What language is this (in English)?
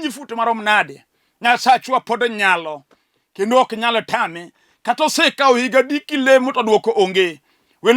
Luo (Kenya and Tanzania)